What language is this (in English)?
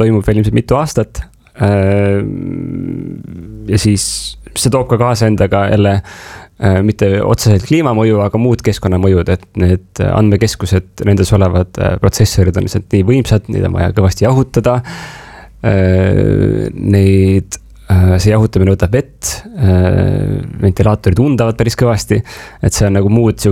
Estonian